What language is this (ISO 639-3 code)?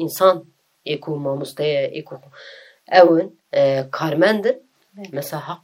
kur